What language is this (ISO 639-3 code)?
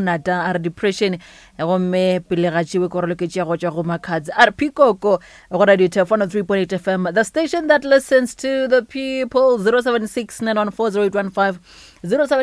nso